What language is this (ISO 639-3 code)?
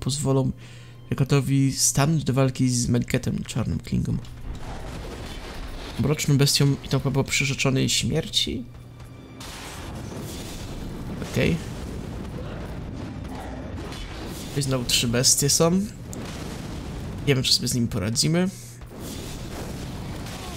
pol